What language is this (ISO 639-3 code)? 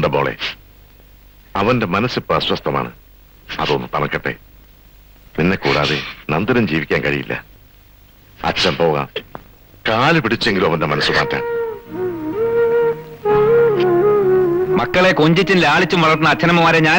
mal